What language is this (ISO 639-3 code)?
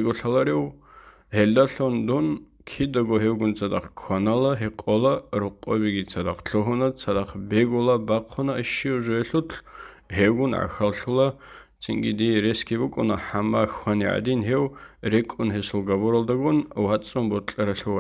ava